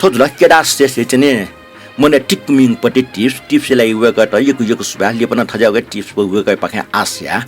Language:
Newari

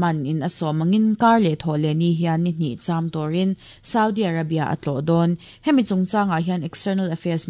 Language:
Mizo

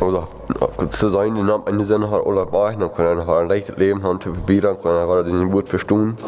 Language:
Plautdietsch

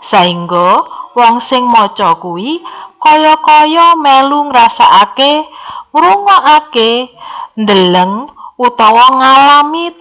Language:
Javanese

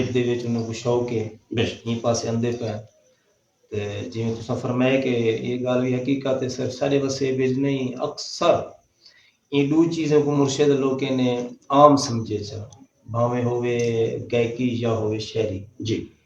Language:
Saraiki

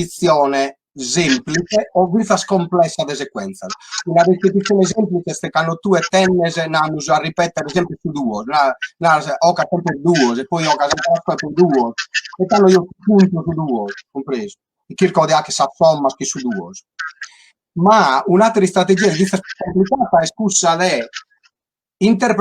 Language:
Sardinian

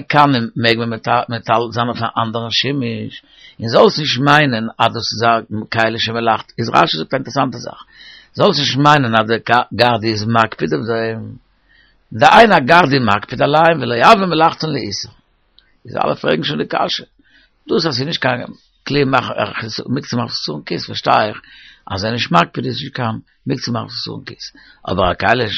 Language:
Yiddish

